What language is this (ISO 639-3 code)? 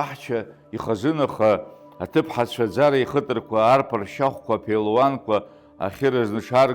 abk